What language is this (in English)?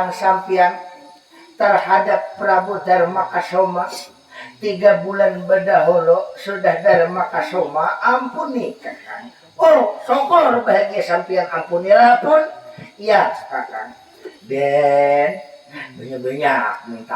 Banjar